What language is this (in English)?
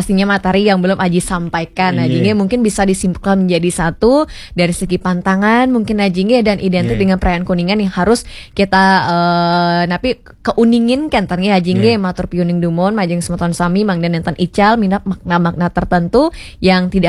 Balinese